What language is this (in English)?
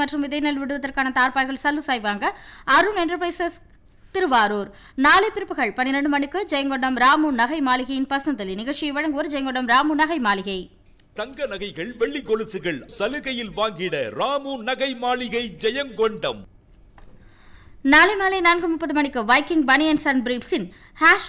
Tamil